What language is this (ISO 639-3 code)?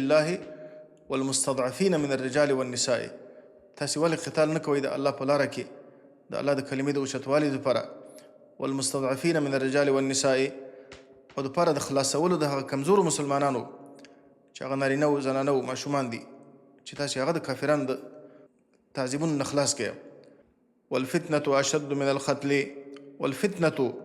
pus